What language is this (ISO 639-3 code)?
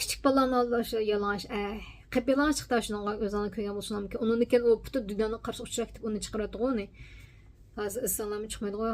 uig